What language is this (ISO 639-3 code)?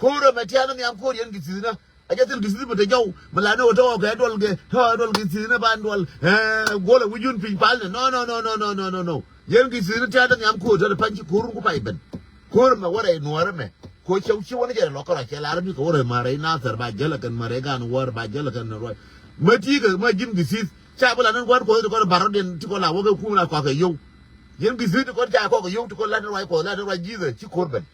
nus